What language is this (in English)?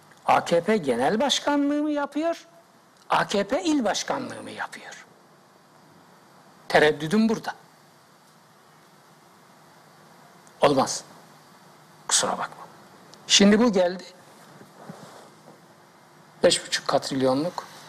Turkish